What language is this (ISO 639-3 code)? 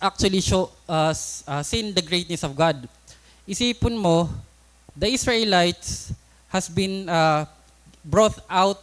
war